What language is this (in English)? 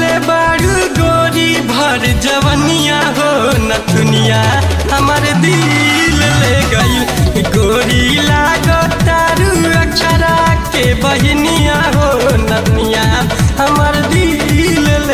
Bhojpuri